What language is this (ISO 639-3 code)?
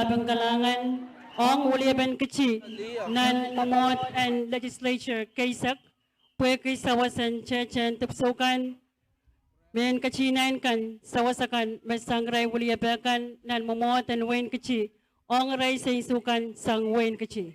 pon